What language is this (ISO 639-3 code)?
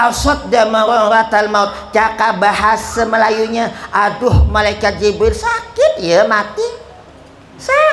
bjn